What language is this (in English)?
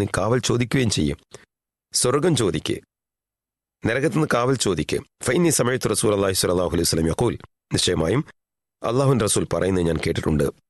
Malayalam